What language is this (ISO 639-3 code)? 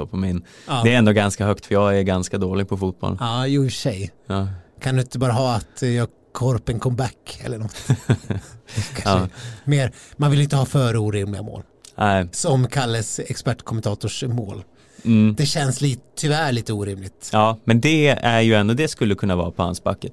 swe